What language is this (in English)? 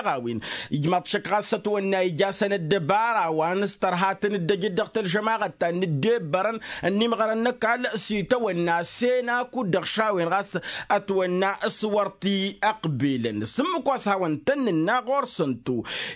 Tamasheq